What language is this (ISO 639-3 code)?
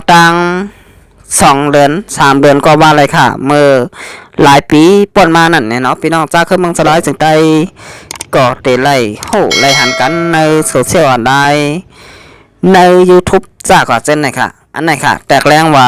shn